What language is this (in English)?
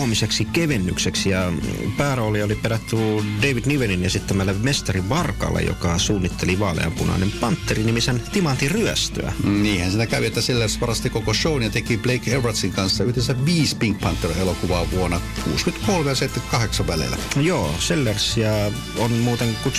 Finnish